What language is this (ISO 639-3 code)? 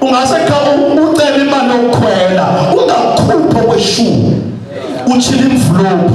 zul